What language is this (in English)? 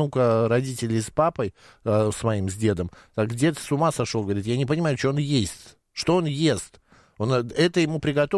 Russian